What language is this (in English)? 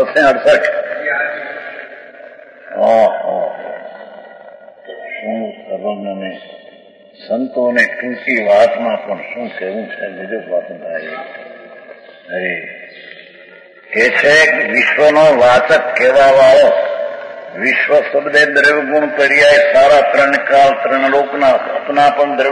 Gujarati